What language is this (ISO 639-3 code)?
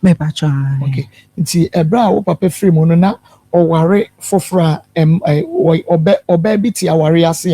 aka